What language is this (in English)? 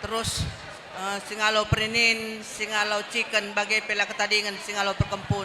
Batak Karo